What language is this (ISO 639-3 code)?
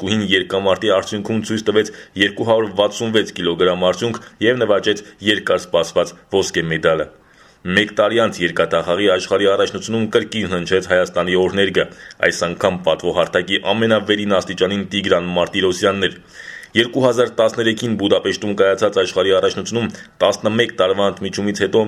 hye